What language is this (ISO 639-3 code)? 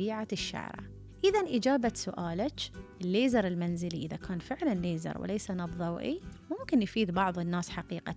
afb